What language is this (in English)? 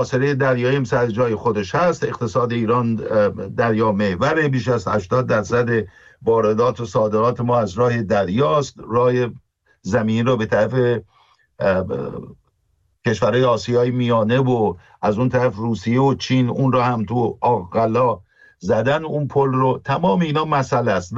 Persian